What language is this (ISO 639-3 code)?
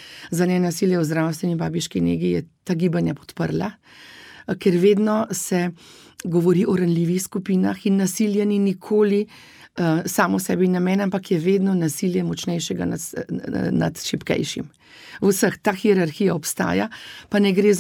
slv